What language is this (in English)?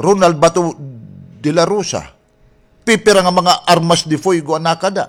Waray